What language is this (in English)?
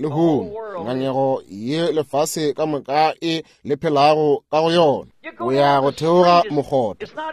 Northern Sotho